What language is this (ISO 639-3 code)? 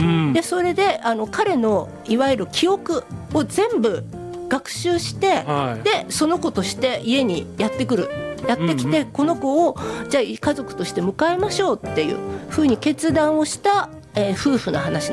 jpn